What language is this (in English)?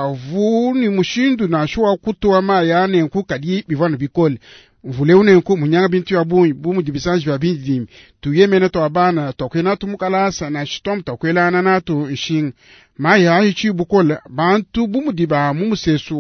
Luba-Lulua